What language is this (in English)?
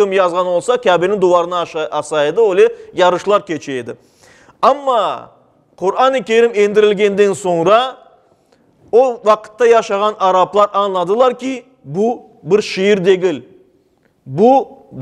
Crimean Tatar